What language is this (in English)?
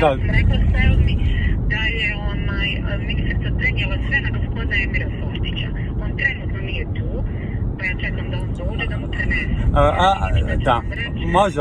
Bosnian